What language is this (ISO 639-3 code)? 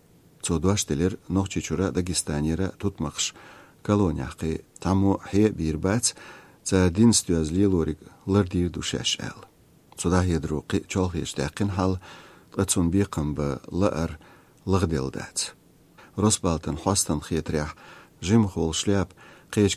che